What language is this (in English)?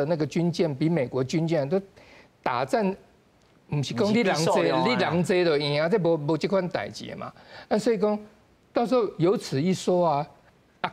Min Nan Chinese